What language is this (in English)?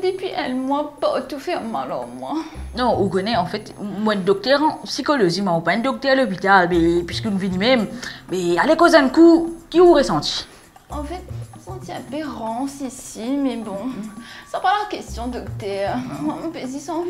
Morisyen